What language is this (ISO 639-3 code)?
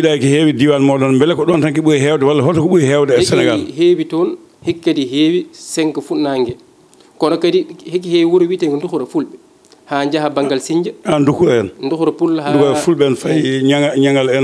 ful